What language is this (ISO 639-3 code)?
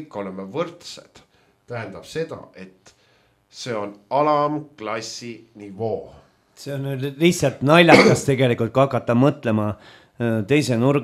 est